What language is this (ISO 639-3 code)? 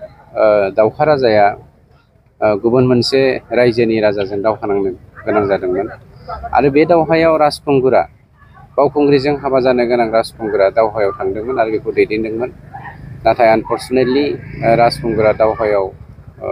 brx